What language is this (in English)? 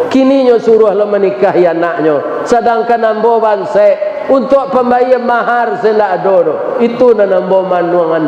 Minangkabau